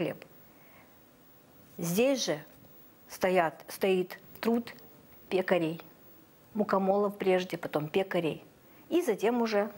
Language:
Russian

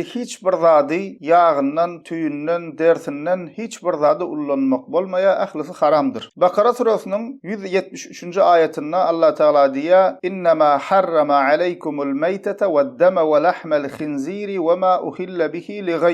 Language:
Turkmen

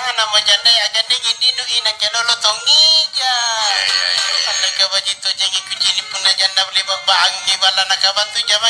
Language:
Makasar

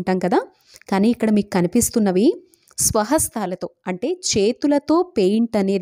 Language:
Telugu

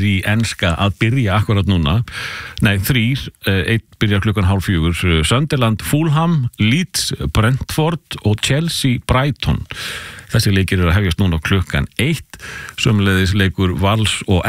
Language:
Icelandic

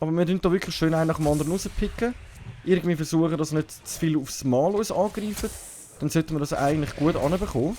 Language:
Swiss German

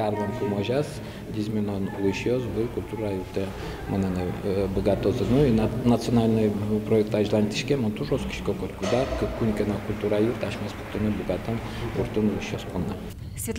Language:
Udmurt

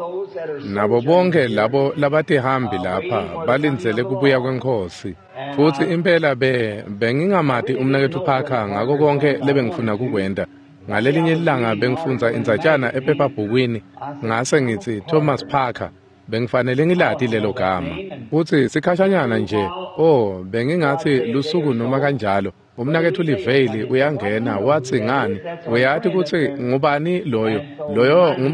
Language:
Swati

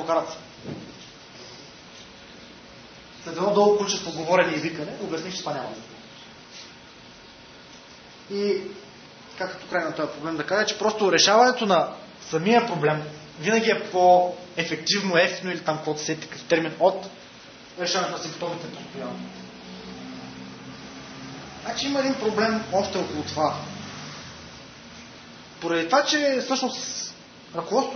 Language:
Bulgarian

